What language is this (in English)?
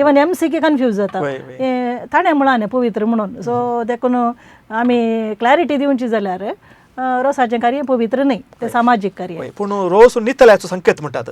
Konkani